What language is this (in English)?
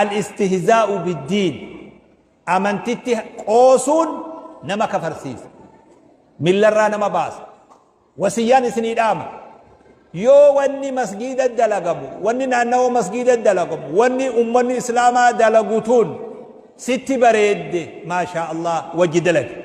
Oromo